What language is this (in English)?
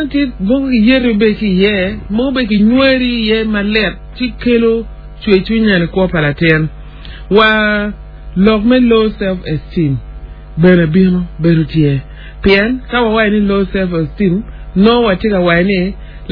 Acoli